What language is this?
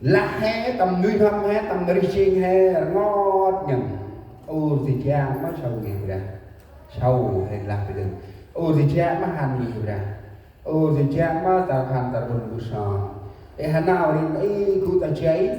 Central Mnong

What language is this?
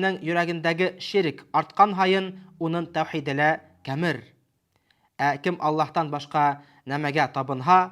Bashkir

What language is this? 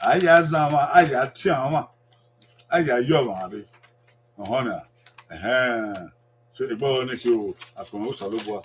Bini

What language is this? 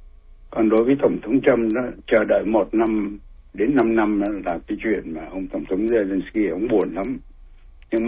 Vietnamese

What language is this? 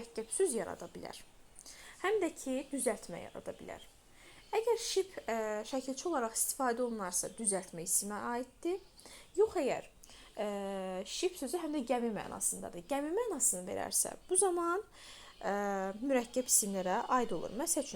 Azerbaijani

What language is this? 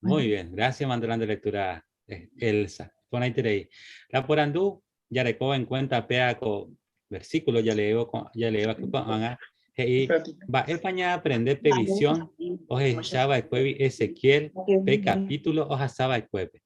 Guarani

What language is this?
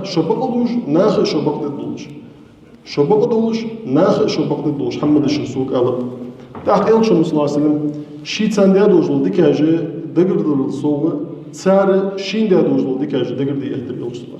Ingush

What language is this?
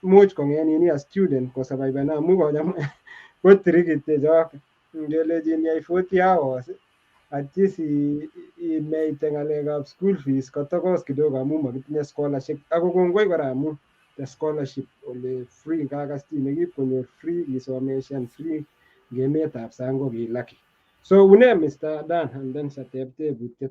Kalenjin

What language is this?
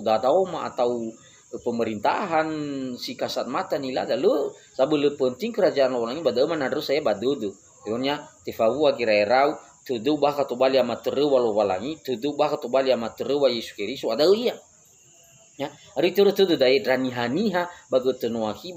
Nias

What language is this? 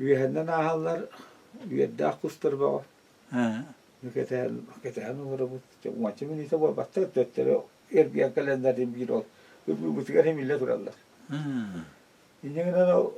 Yakut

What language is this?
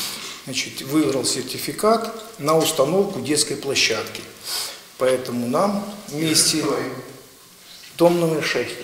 Russian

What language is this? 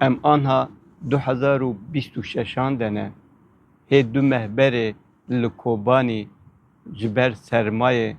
Kurdish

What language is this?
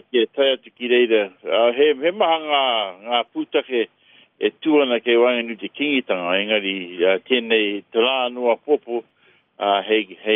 Māori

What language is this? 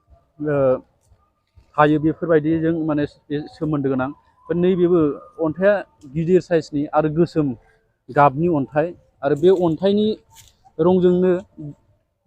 Bodo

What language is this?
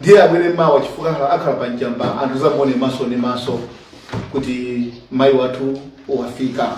Nyanja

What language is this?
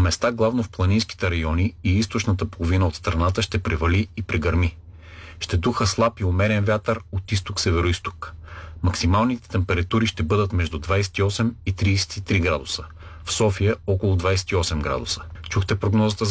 Bulgarian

